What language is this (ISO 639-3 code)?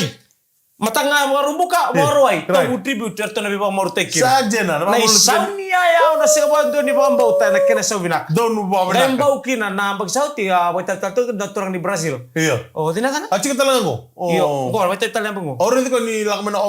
fij